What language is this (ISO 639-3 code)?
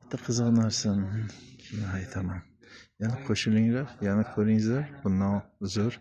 uzb